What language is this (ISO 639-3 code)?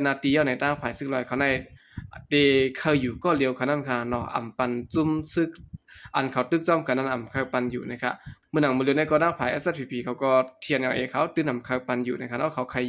shn